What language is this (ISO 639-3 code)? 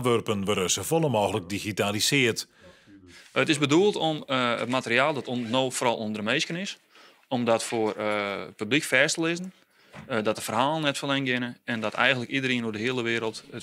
fry